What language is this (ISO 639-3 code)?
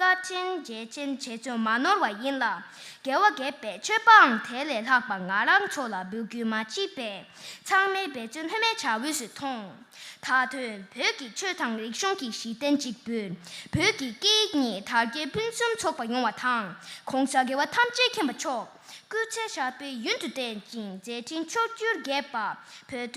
bod